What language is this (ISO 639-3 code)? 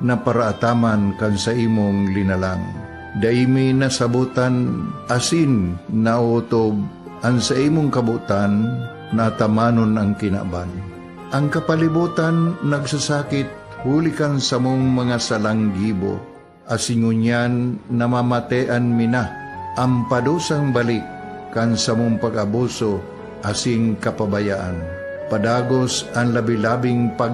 bik